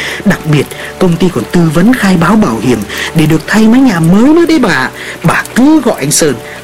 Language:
Vietnamese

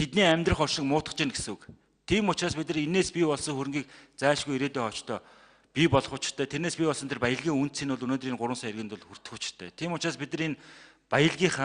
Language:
Mongolian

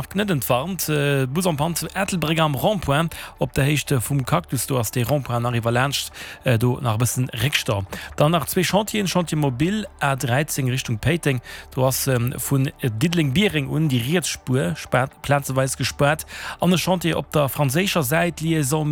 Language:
Luxembourgish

